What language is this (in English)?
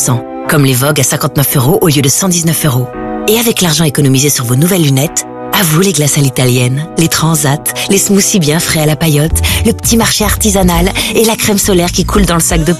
French